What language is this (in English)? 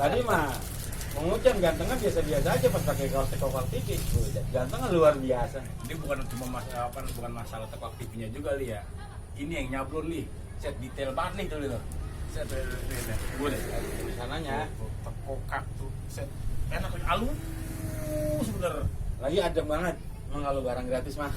Betawi